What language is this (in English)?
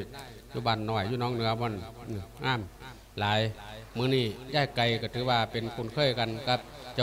Lao